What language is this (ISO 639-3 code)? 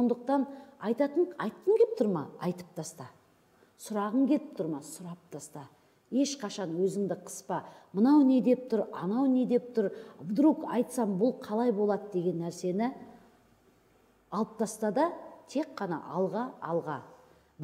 kaz